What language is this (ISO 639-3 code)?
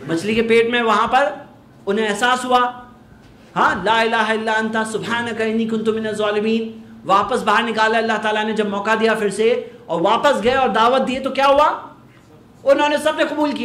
urd